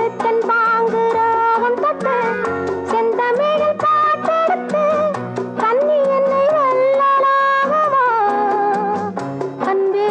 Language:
Tamil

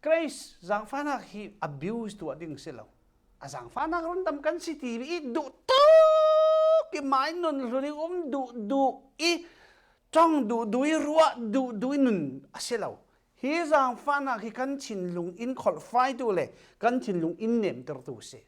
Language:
Falam Chin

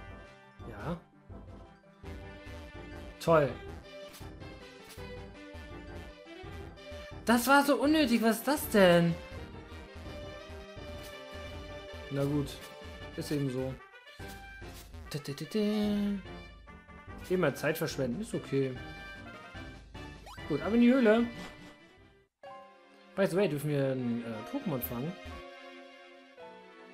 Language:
German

